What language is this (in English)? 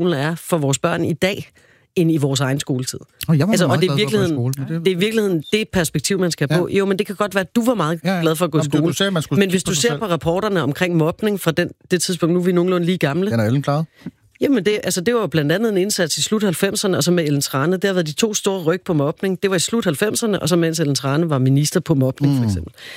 Danish